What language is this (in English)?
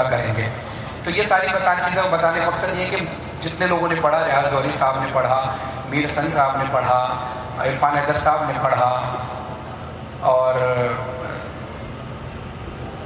Urdu